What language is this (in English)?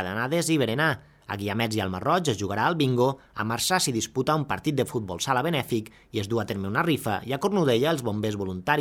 Catalan